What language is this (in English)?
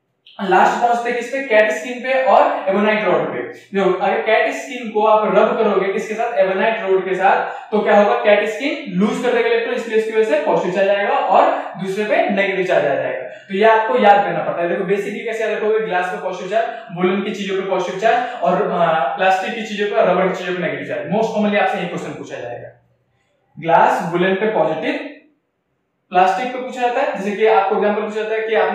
Hindi